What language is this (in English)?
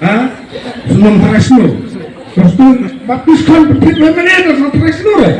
Khasi